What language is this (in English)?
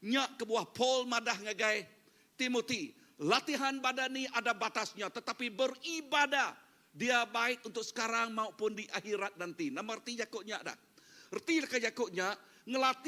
Iban